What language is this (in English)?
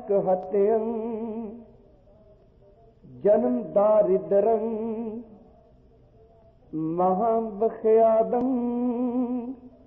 Punjabi